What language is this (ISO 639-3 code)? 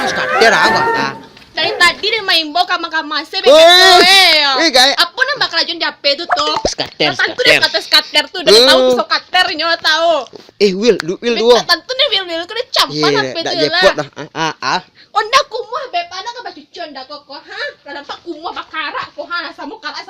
min